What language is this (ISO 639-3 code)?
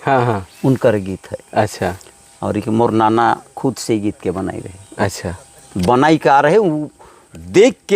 sck